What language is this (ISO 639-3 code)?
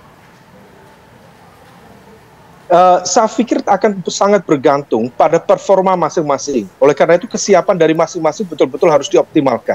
ind